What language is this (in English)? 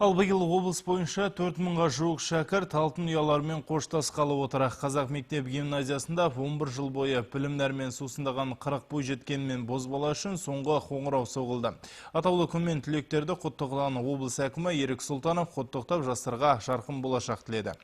Kazakh